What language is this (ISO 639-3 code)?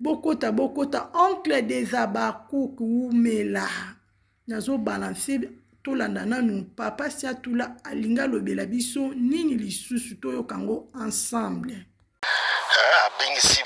lin